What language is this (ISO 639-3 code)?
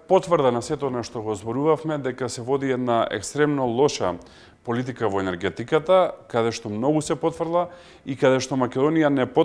mkd